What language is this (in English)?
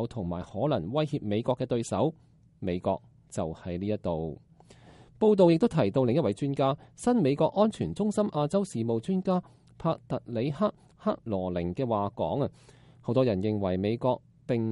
Cantonese